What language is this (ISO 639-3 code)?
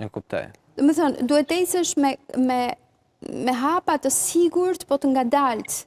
sqi